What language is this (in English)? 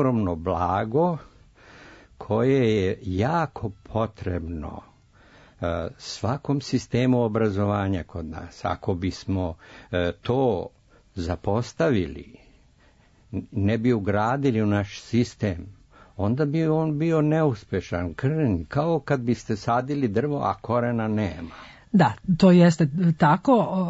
Serbian